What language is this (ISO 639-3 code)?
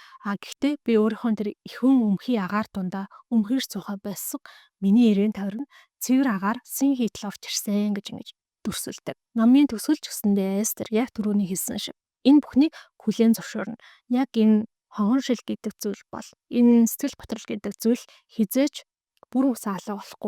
mon